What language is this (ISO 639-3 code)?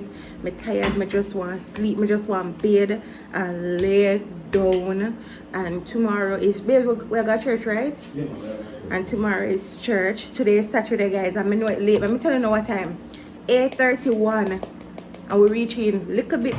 jam